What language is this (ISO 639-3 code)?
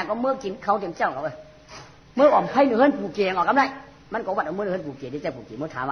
shn